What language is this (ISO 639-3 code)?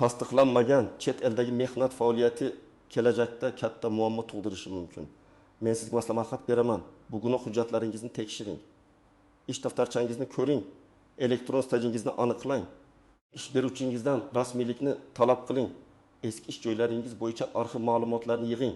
uzb